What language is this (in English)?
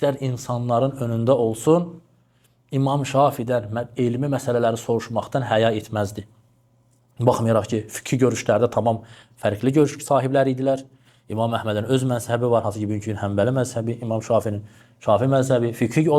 Azerbaijani